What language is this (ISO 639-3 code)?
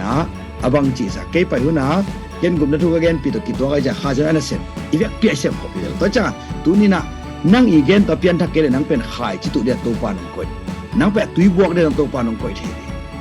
ctd